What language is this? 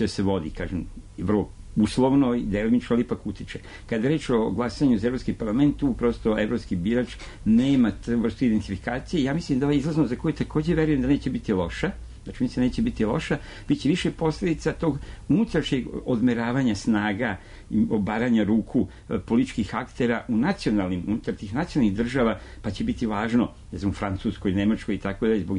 Serbian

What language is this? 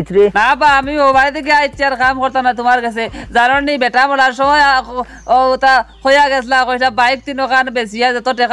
Sylheti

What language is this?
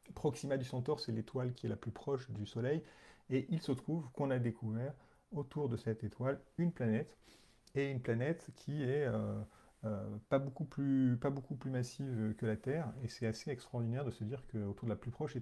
French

